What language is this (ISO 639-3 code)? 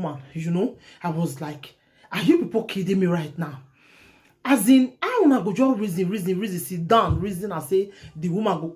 pcm